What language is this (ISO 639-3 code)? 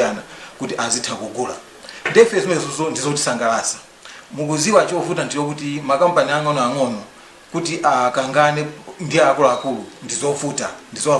nya